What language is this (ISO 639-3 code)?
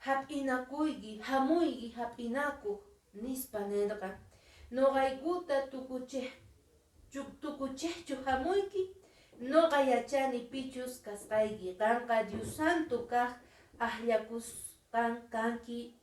que